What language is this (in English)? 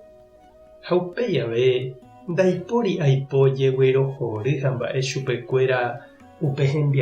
Guarani